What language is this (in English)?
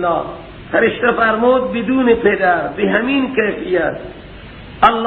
Persian